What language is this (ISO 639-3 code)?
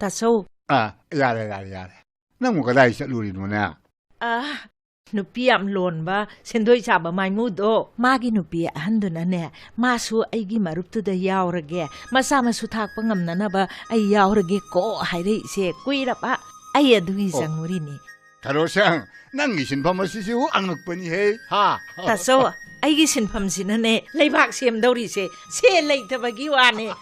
mni